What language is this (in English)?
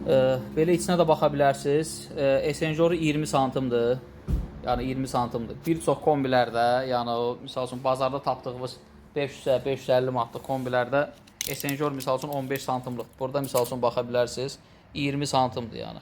Azerbaijani